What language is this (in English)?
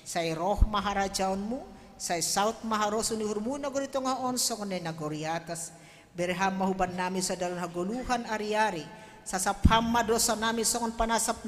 Batak Simalungun